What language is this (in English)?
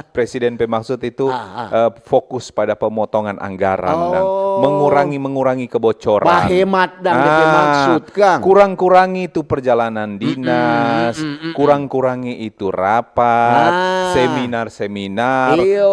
Manado Malay